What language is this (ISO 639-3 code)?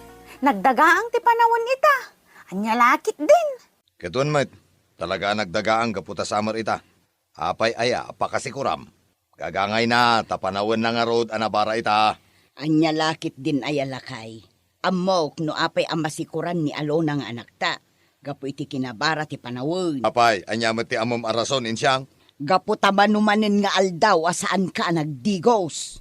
ilo